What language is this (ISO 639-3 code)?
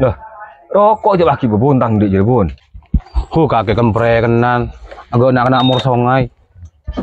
mad